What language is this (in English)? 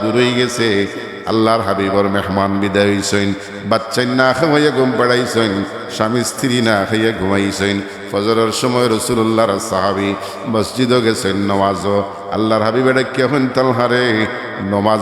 Sylheti